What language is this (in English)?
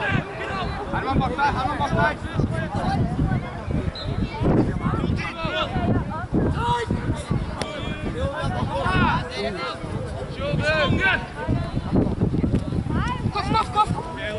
Norwegian